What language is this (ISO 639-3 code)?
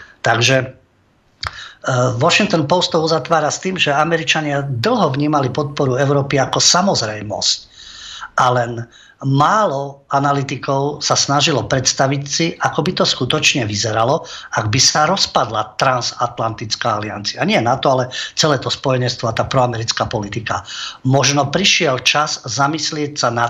slk